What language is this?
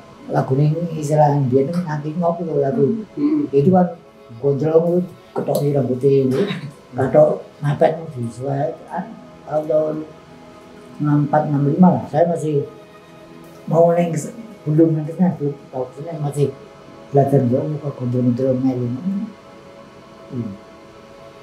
Indonesian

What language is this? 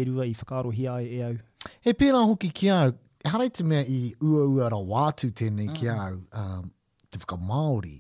Māori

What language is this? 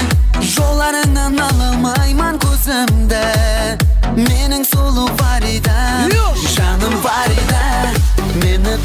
Kara-Kalpak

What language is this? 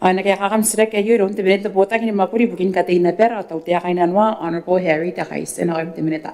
Gilbertese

